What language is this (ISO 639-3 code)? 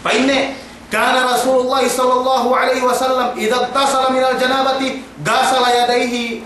yka